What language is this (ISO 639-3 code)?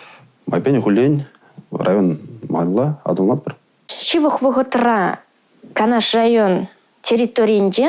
chv